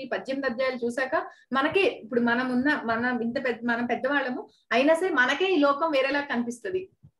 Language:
Telugu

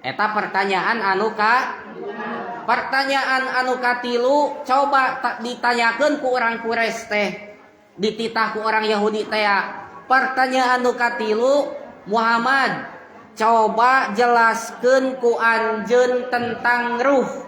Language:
Sundanese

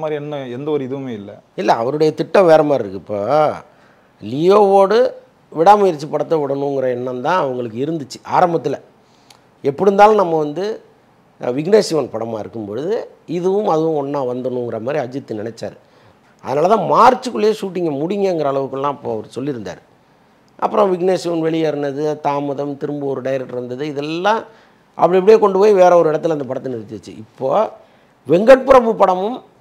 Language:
Tamil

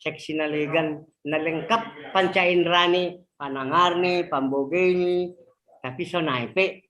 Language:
Batak Simalungun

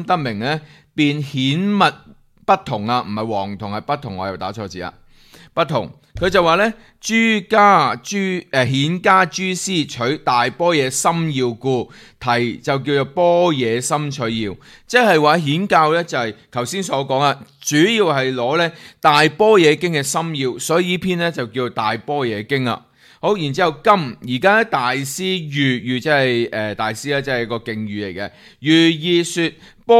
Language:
Cantonese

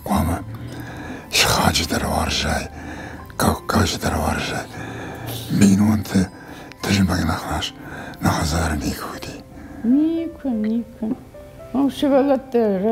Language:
Ossetic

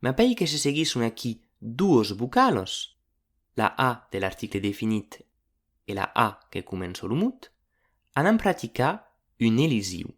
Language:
Occitan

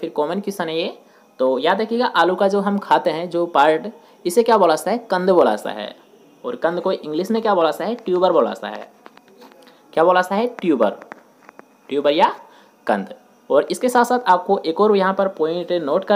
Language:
Hindi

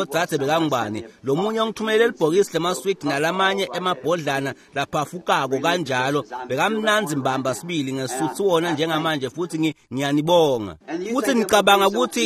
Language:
Swati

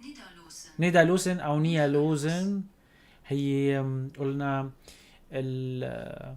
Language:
North Levantine Arabic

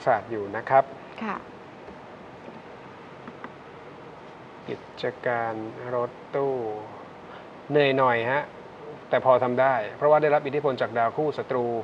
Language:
Thai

